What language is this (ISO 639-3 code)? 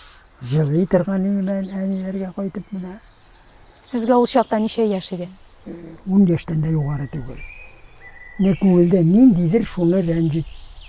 tat